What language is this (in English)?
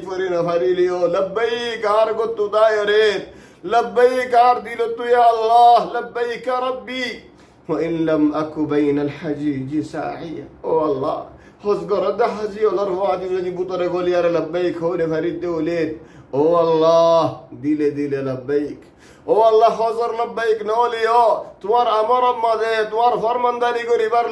Rohingya